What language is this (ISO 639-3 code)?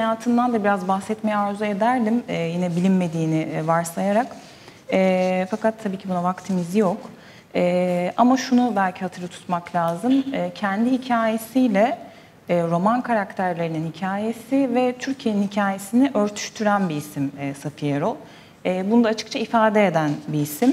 tur